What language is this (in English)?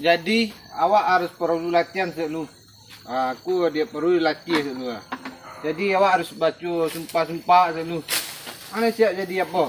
Minangkabau